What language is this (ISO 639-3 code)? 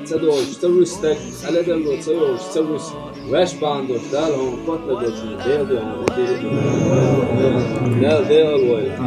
che